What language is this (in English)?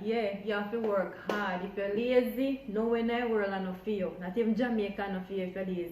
Jamaican Creole English